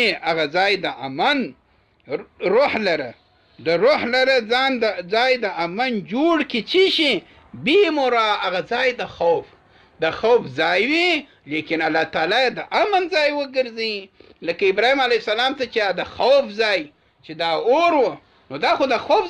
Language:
Pashto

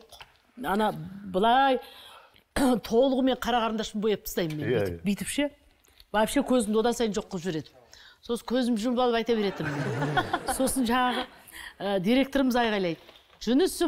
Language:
Kazakh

